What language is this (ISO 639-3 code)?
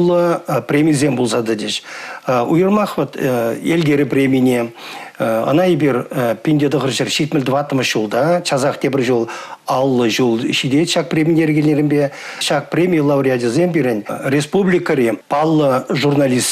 chv